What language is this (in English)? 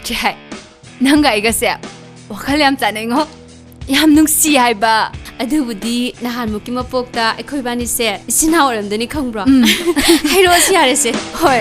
Manipuri